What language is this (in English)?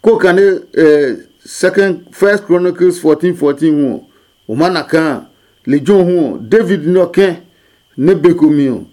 Adangme